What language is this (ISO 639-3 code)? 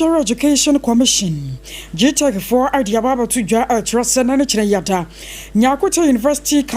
aka